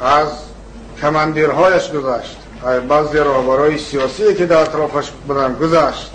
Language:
Tajik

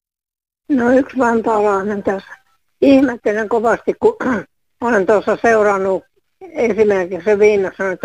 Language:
Finnish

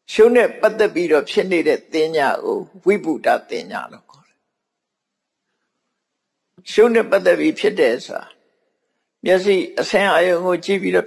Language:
Burmese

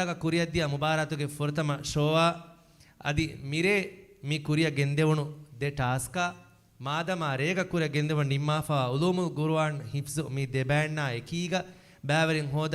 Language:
Divehi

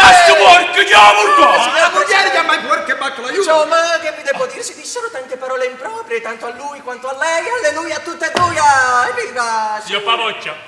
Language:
Neapolitan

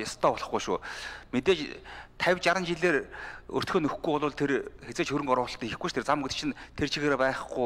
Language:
Mongolian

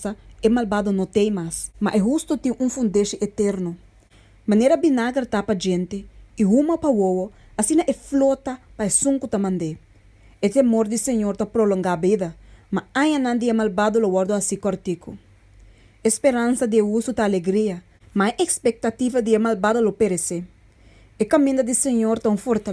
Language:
Papiamento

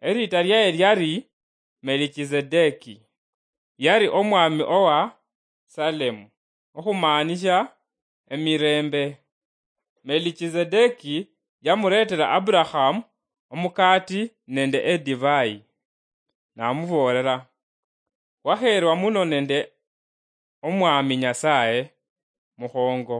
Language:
Luyia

